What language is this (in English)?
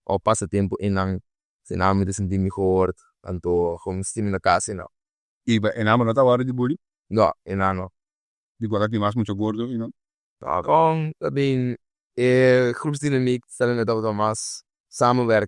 Papiamento